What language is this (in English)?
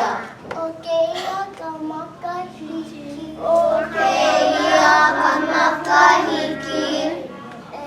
Hawaiian